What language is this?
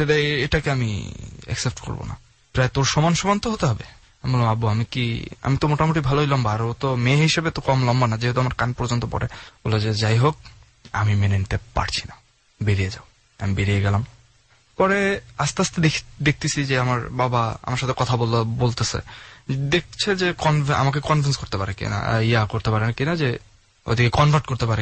Bangla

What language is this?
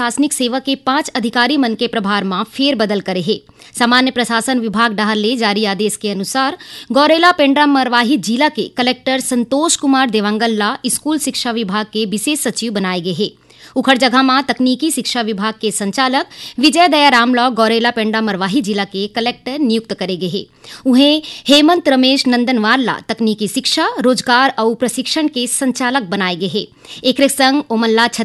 Chhattisgarhi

